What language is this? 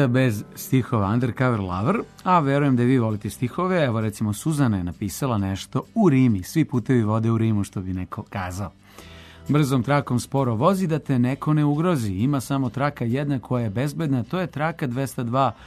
Serbian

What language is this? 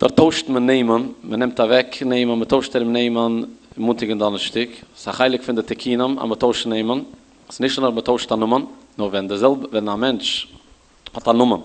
Yiddish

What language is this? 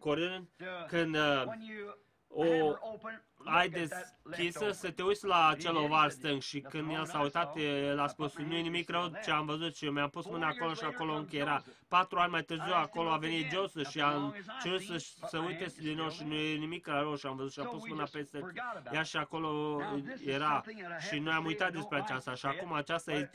Romanian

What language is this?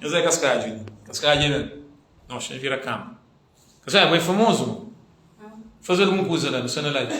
Kabuverdianu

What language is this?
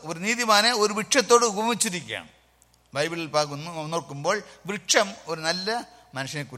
Malayalam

